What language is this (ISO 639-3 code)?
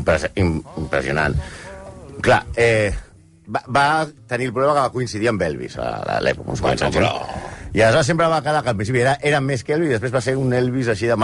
cat